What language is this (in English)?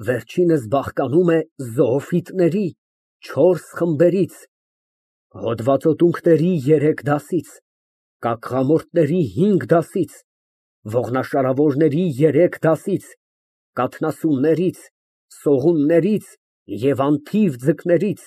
Armenian